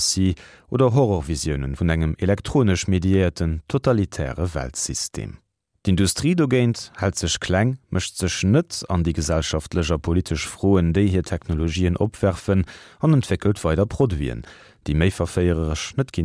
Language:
Luxembourgish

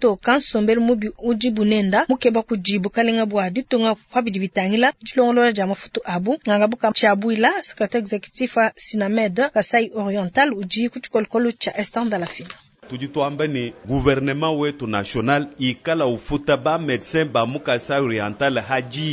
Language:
Luba-Lulua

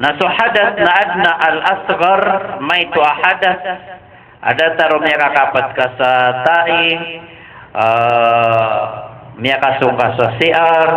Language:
Maranao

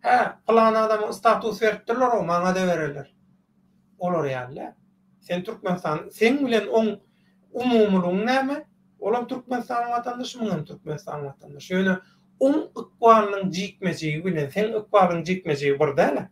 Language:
Turkmen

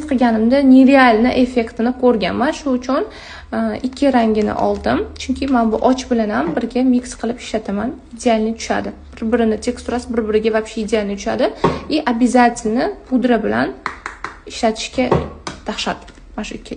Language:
Uzbek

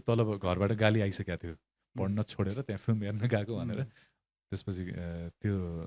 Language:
Nepali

